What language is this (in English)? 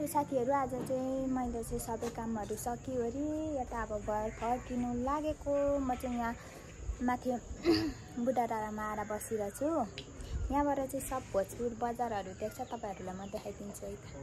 Nepali